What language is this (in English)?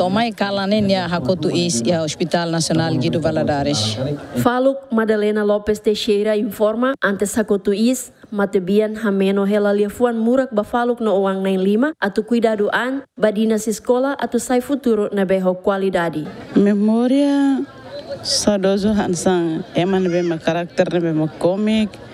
Tetum